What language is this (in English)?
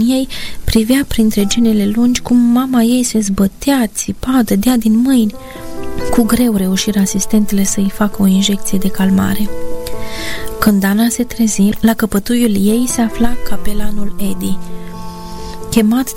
Romanian